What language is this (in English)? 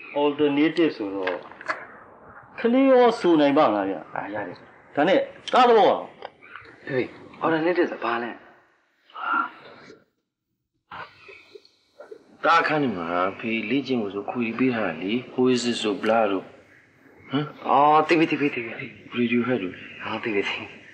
Burmese